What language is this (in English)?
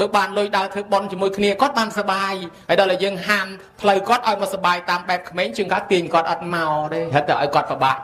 Khmer